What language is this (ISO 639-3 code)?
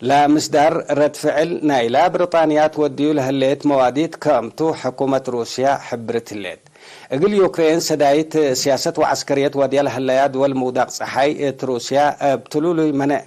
tig